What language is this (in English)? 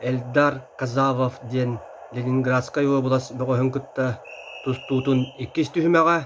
Yakut